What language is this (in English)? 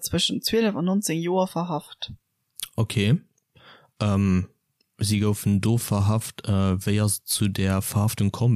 Luxembourgish